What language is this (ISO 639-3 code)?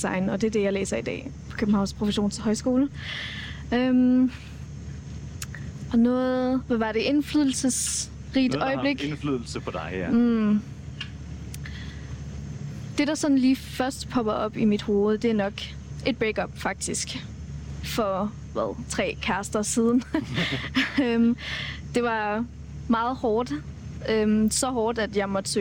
dan